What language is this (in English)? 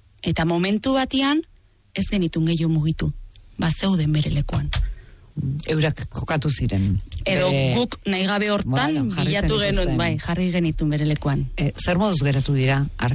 Basque